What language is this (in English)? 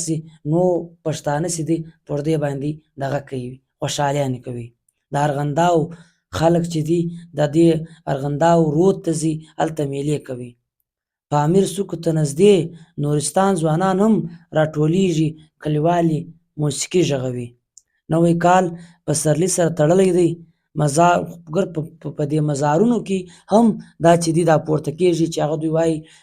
Pashto